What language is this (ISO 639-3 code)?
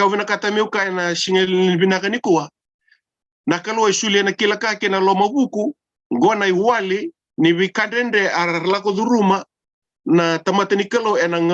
fij